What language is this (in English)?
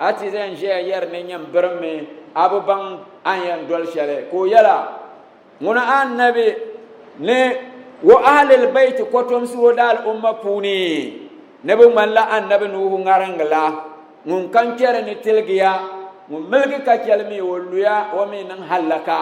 Dagbani